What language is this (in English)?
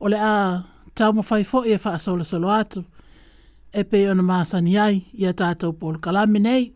Samoan